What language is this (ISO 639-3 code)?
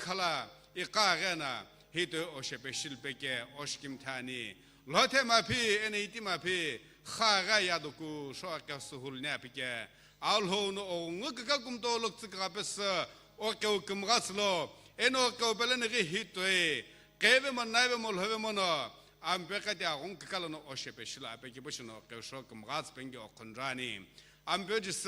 nsm